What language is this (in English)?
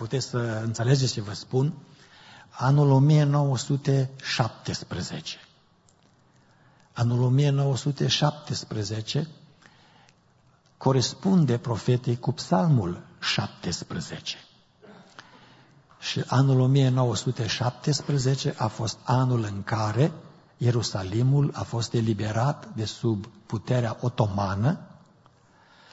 Romanian